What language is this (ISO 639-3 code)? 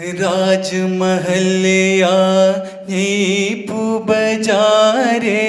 new